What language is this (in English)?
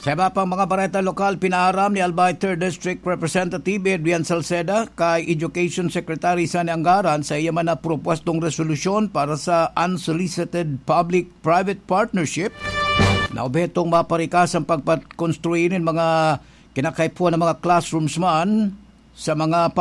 Bikol